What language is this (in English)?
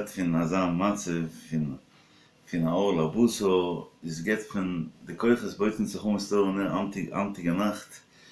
Yiddish